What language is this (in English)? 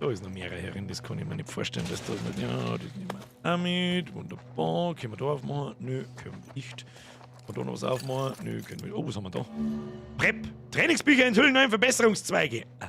Bavarian